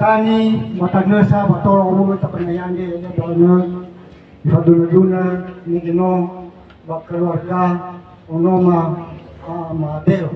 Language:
Nias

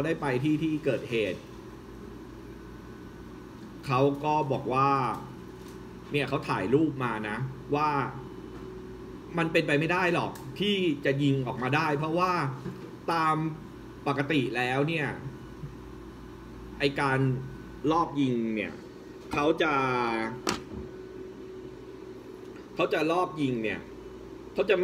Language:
Thai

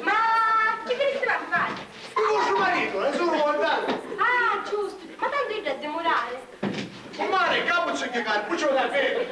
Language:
Sicilian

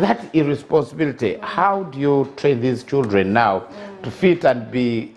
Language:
Nyankole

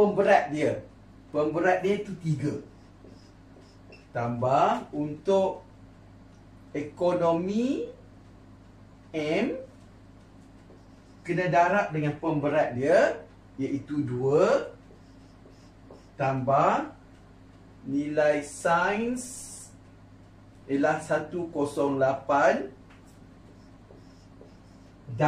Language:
Malay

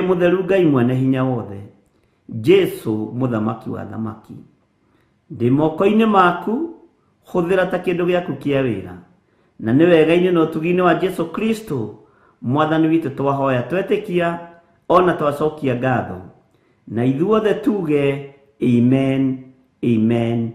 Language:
Kikuyu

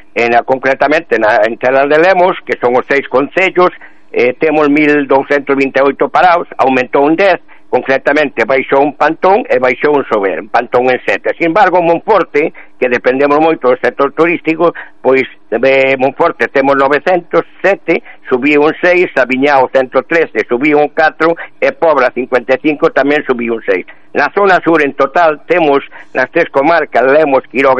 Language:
Galician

